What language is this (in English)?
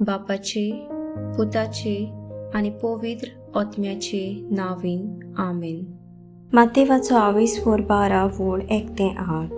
Konkani